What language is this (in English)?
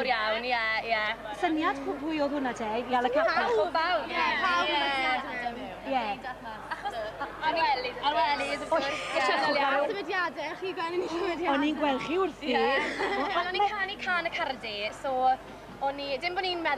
Welsh